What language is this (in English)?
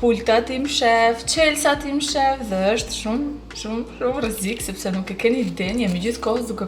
Albanian